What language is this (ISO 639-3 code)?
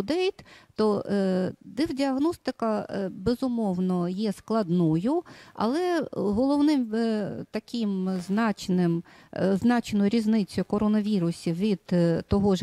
ukr